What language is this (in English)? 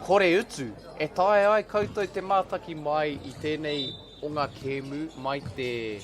Māori